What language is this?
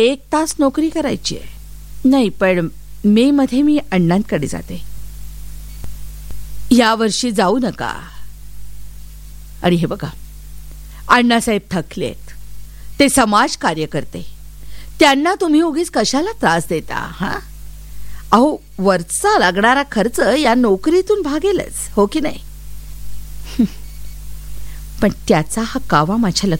Marathi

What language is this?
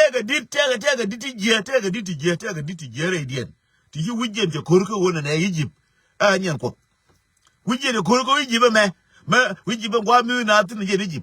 Nuer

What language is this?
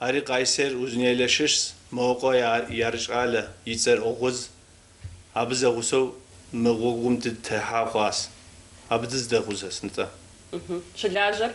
Kabardian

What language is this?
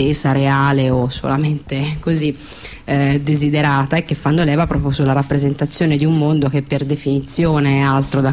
Italian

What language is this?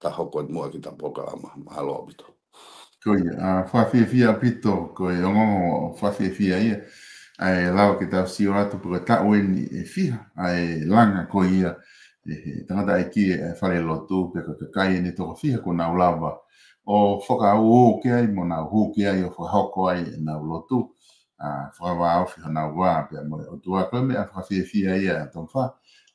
Tongan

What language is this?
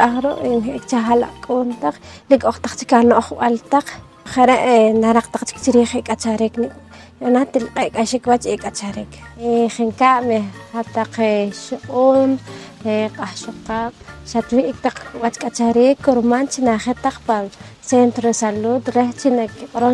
Poqomchi'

